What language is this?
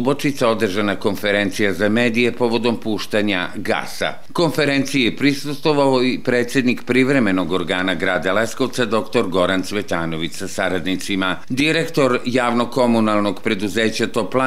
Serbian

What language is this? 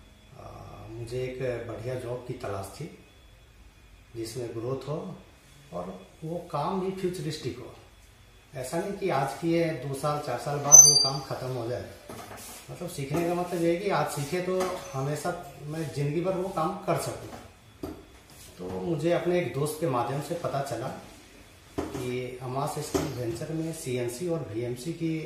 Hindi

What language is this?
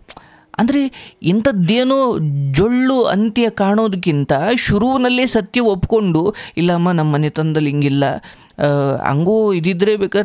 Kannada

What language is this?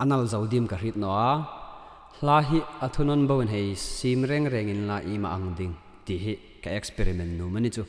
Hmar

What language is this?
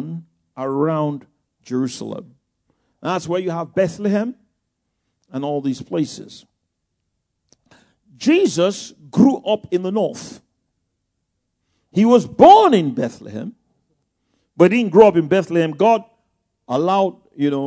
English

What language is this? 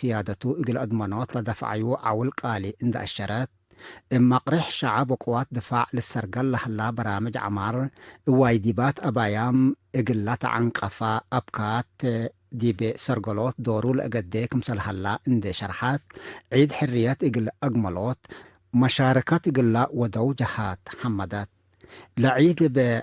Tigre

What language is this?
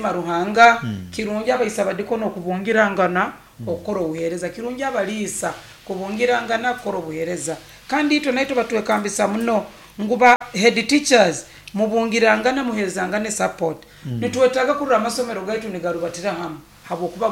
Nyoro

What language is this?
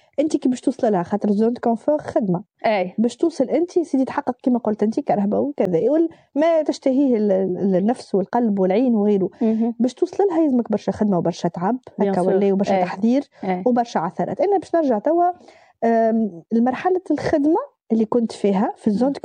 Tunisian Arabic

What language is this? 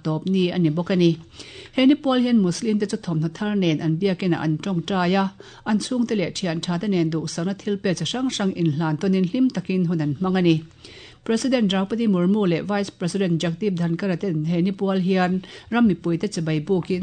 Mizo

